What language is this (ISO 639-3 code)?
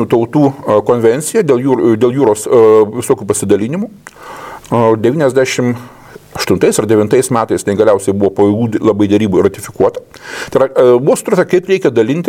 lit